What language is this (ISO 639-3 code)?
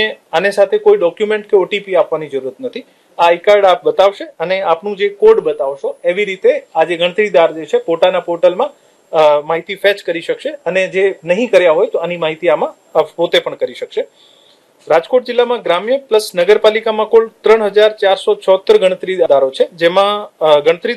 guj